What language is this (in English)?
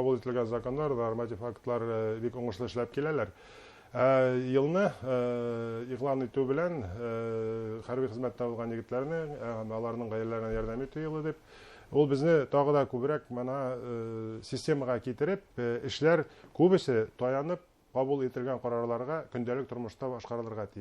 Bashkir